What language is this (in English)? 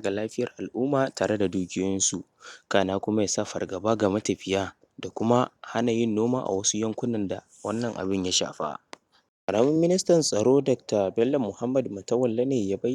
Hausa